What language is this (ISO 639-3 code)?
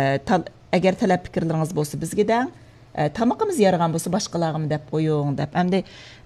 uig